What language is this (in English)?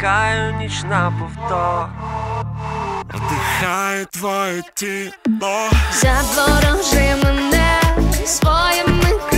Ukrainian